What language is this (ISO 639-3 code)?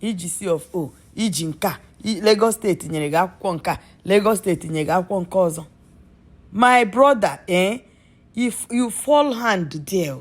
ibo